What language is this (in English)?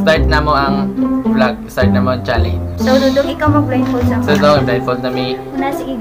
Cebuano